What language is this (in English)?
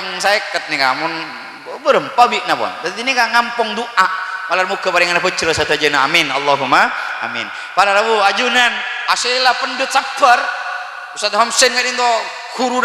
Madurese